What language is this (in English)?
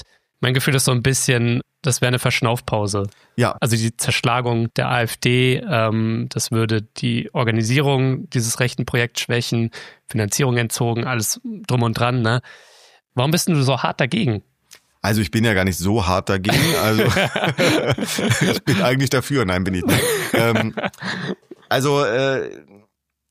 German